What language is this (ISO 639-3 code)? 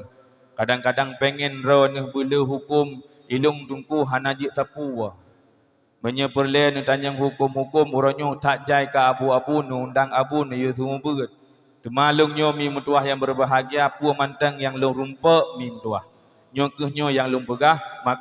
ace